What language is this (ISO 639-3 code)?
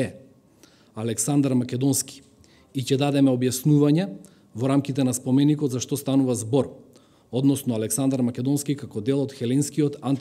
mkd